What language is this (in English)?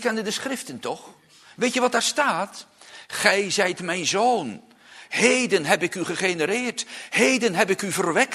Dutch